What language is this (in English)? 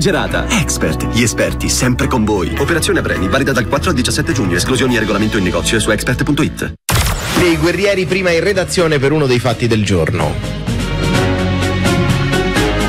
Italian